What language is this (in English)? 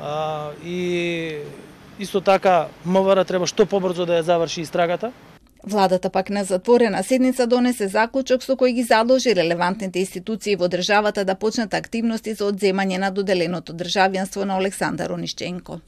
Macedonian